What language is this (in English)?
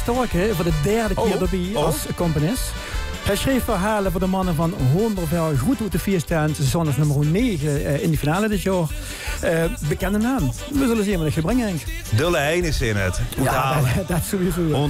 Limburgish